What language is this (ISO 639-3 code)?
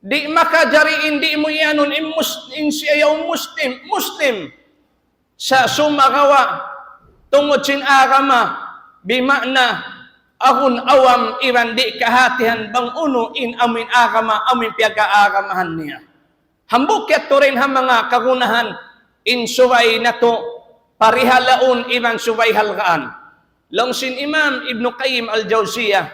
tsg